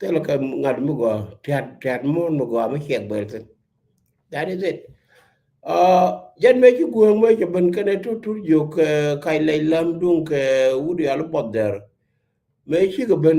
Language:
Nuer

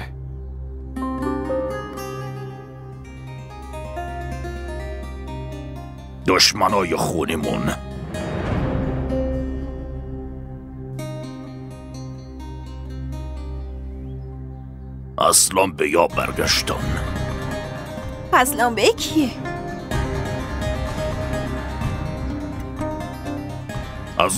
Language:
Persian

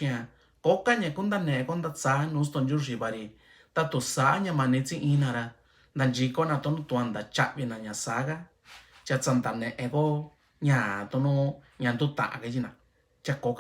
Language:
Mixtepec Mixtec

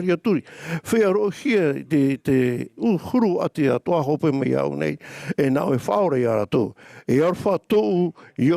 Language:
Tahitian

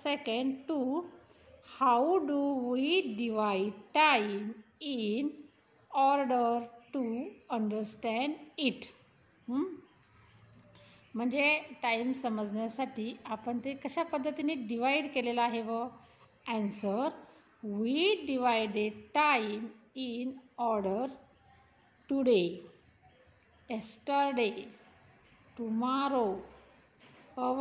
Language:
Marathi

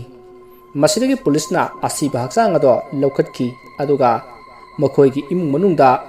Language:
Manipuri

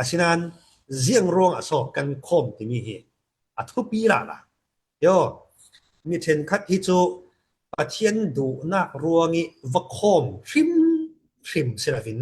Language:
Falam Chin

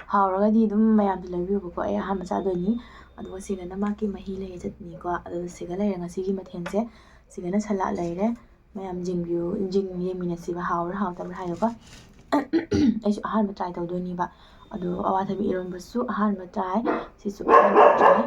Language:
Manipuri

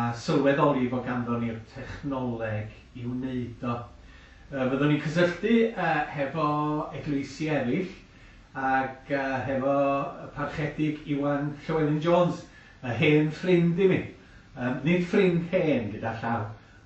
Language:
Welsh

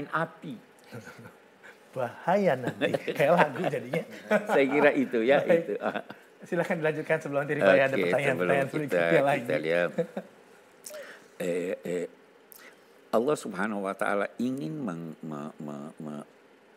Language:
Indonesian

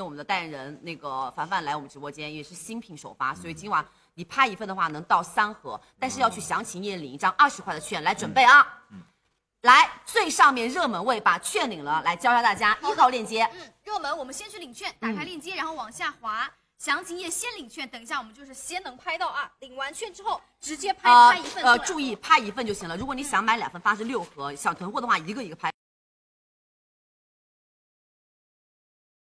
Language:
Chinese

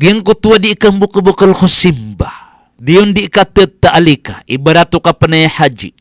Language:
Maranao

